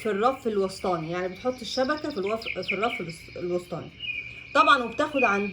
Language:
Egyptian Arabic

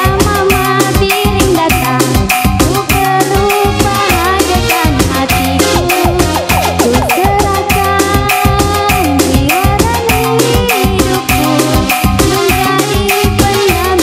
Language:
Batak Karo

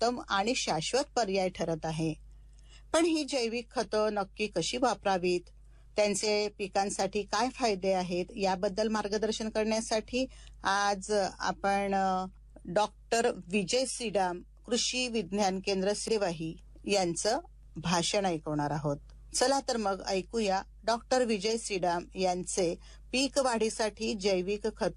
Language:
Marathi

